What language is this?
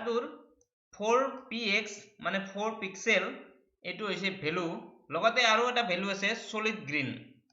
Assamese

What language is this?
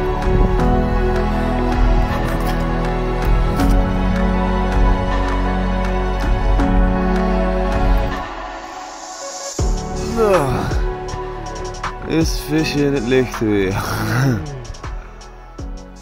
Dutch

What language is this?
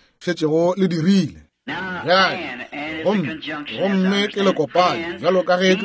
Northern Sotho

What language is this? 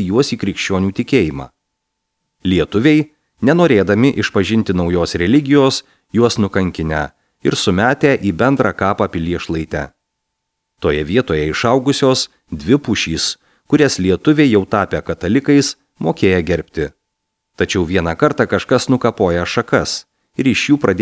Lithuanian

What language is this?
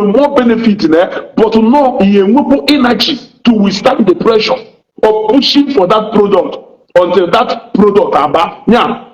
Igbo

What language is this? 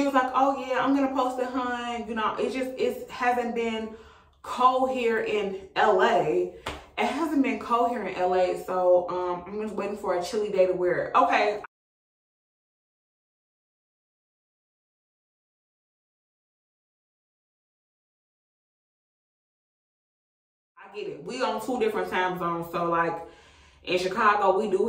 English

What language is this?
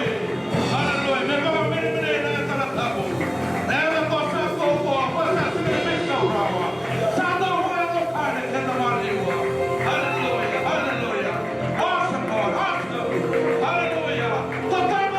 Fijian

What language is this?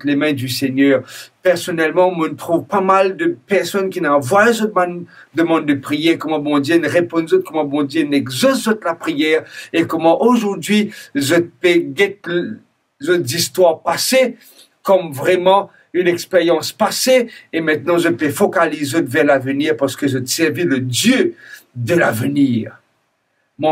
Morisyen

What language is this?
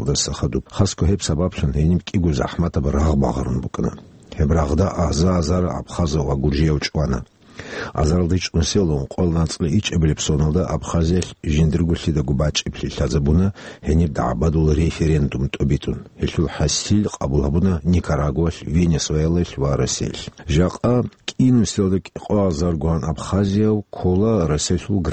Avaric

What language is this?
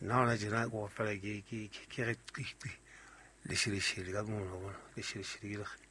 Southern Sotho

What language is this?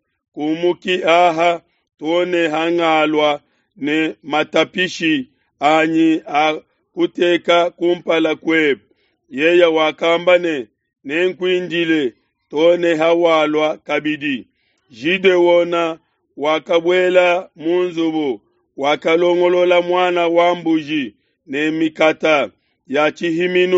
Luba-Lulua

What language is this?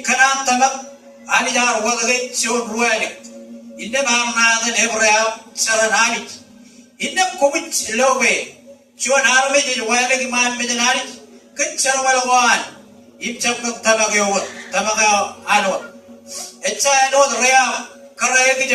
Marshallese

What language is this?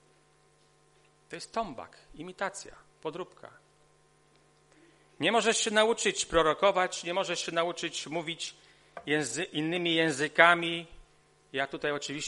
Polish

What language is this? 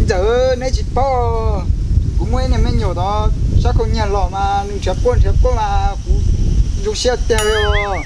Hmong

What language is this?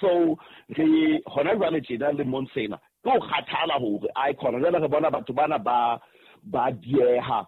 Southern Sotho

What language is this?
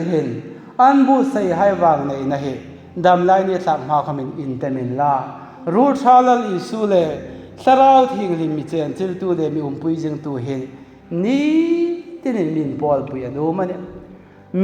Hmar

